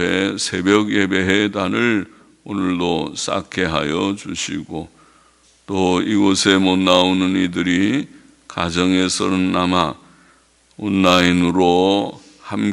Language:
Korean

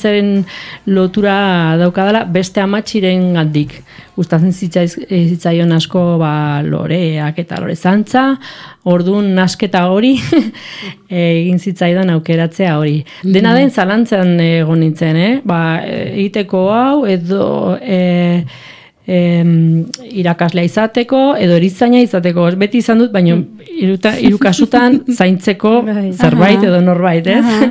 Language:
Basque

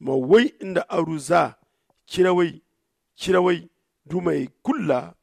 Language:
Zarma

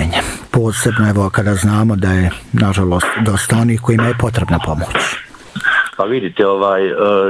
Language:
Bosnian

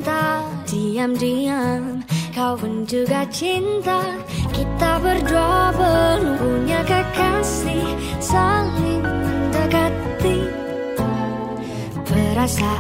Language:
Indonesian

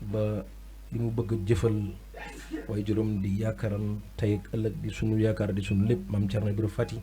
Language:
Wolof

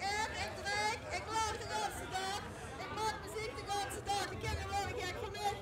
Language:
Limburgish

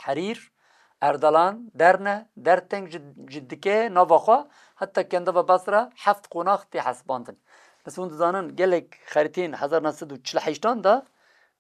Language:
Kurdish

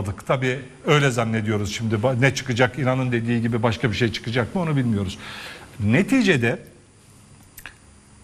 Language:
Turkish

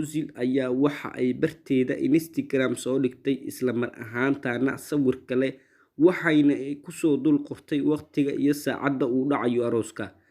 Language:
Somali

